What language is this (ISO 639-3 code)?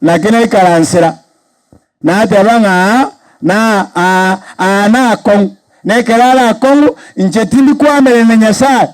guz